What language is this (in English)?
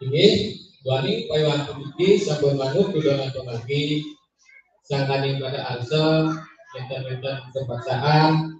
Balinese